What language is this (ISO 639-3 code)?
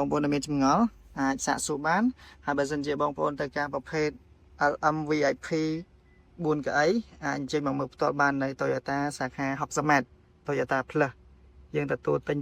khm